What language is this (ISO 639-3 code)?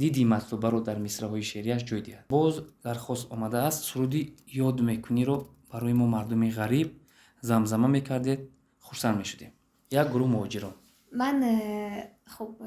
tgk